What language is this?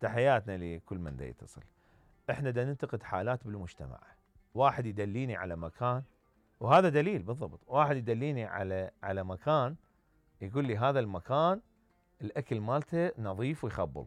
Mesopotamian Arabic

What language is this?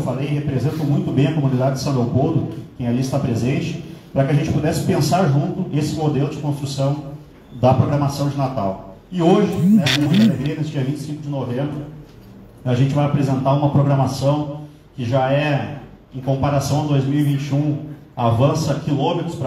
Portuguese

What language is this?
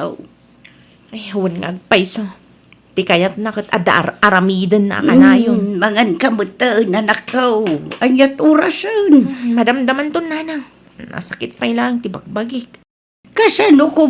Iloko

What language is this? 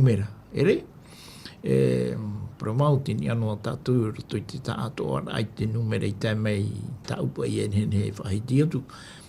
Tahitian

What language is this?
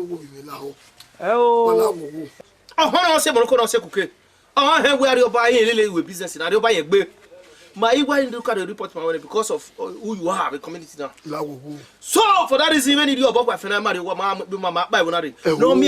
Bini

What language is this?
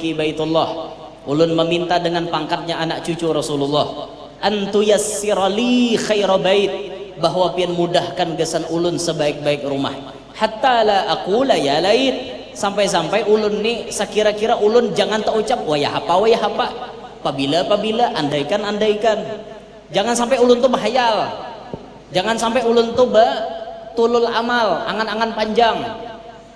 Banjar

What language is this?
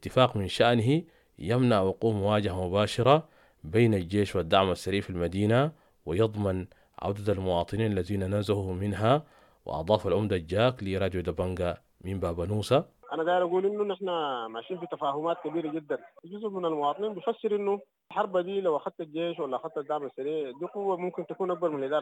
Sudanese Arabic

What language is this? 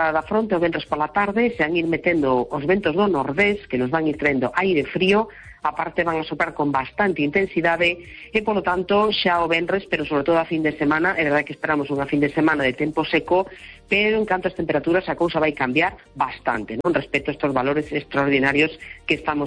Galician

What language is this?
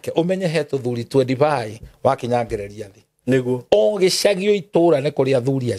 Kikuyu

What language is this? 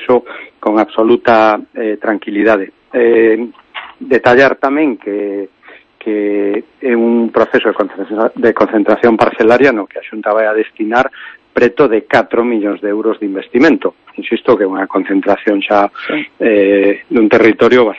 Galician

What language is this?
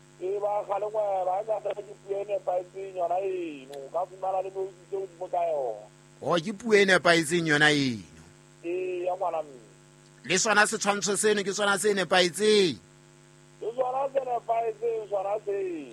Southern Sotho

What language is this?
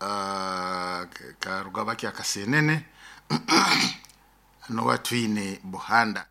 Nyoro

